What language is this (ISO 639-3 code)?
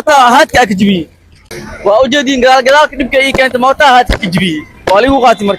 som